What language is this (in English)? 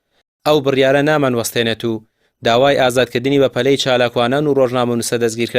Central Kurdish